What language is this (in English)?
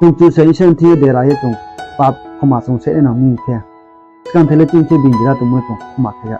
Riang (India)